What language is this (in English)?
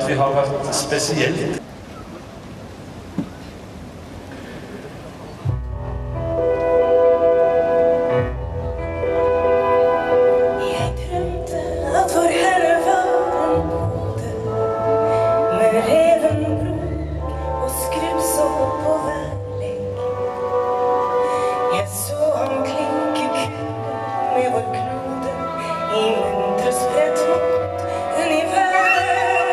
Norwegian